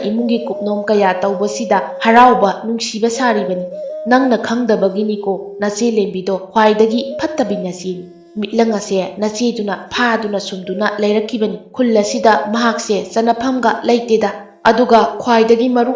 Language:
Manipuri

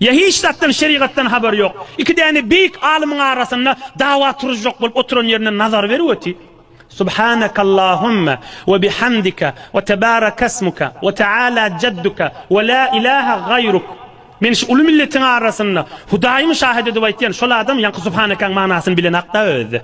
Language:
Turkmen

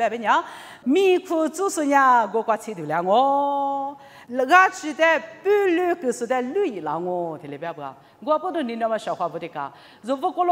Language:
Lisu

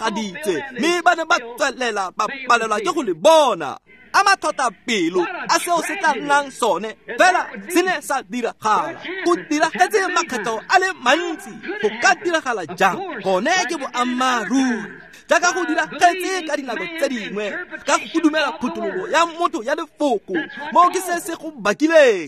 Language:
Tswana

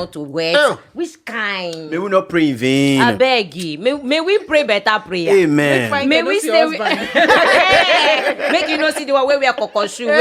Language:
Nigerian Pidgin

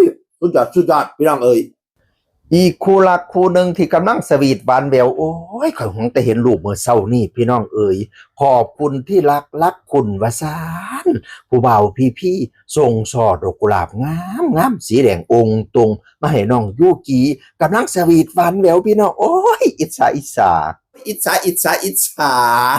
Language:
Northeastern Thai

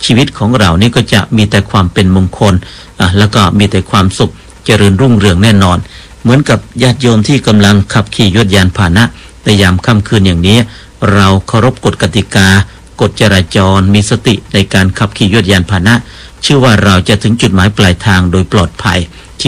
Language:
Thai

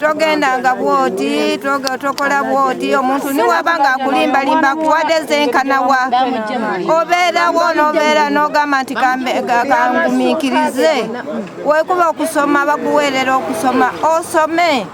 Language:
Ganda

